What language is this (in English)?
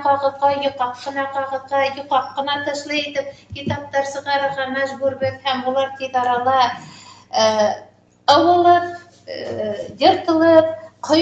Bashkir